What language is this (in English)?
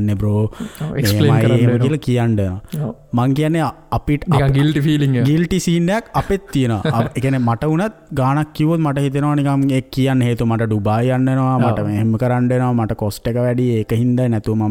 Sinhala